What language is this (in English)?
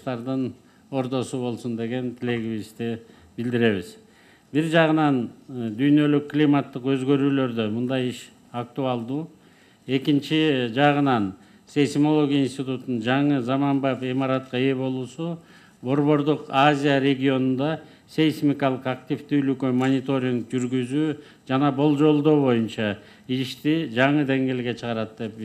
Kyrgyz